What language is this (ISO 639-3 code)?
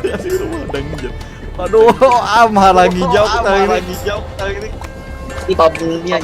bjn